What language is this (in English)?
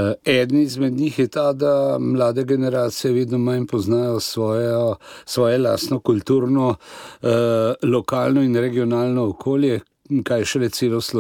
Slovenian